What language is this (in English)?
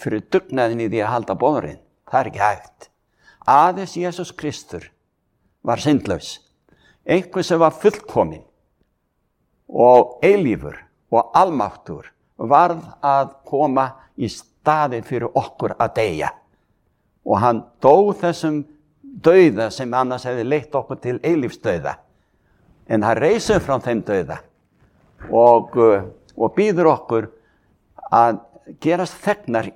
Icelandic